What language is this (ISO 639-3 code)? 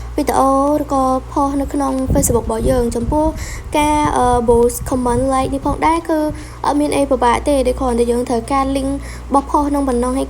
khm